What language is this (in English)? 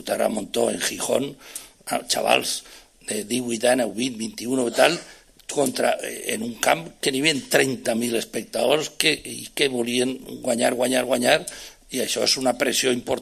Catalan